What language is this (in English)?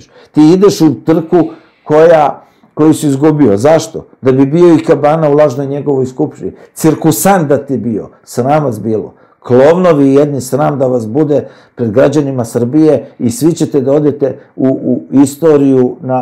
Serbian